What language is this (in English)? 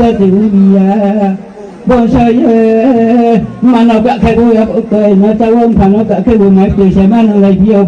Riang (India)